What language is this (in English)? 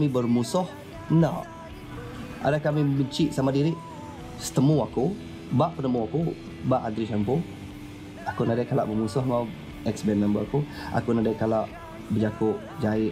Iban